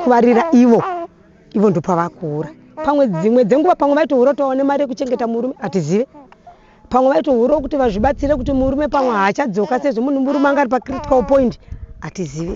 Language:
Shona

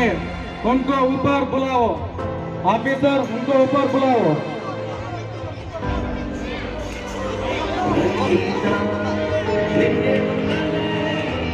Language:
Kannada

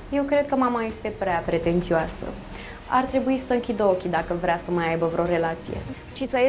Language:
Romanian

